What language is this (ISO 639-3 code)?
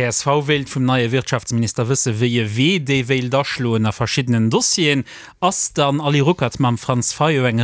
ltz